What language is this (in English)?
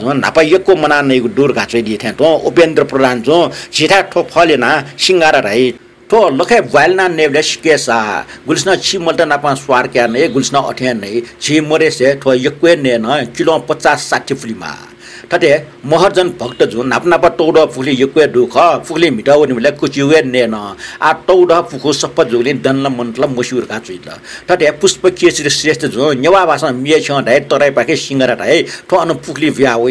Newari